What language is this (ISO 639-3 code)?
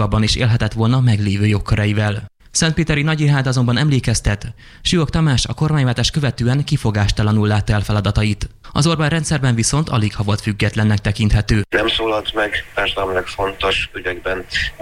hun